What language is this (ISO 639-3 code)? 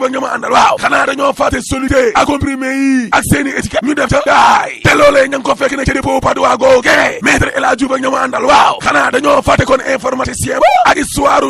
wol